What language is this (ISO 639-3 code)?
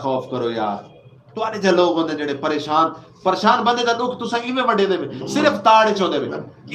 skr